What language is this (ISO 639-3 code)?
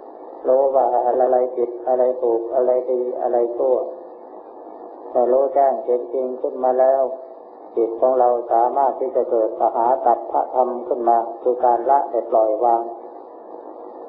tha